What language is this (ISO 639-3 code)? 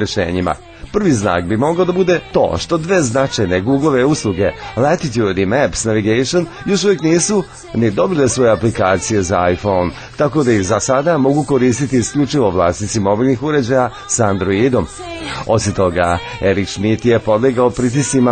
srp